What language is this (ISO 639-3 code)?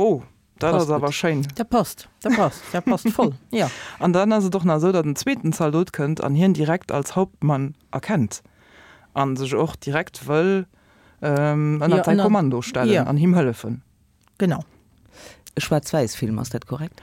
ltz